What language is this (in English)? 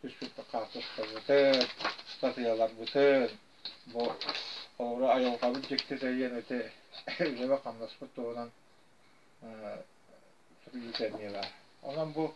Yakut